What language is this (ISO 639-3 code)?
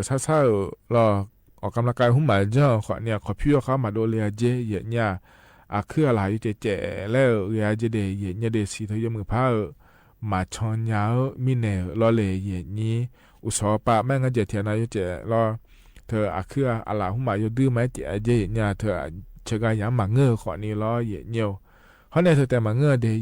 ahk